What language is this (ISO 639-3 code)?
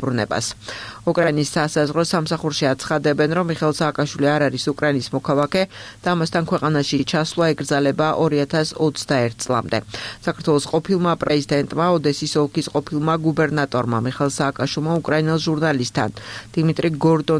kat